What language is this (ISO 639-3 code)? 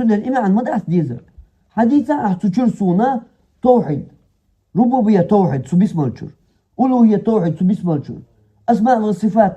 che